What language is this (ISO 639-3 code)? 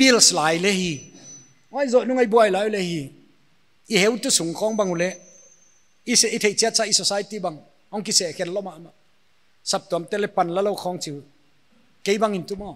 pck